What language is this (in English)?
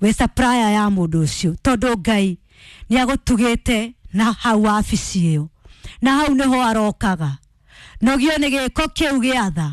Kikuyu